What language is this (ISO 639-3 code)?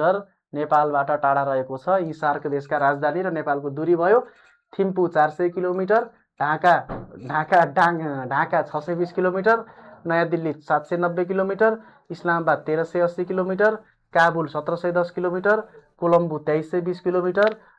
nep